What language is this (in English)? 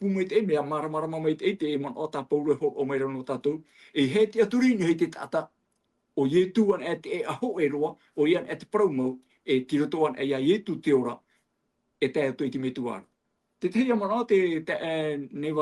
Tahitian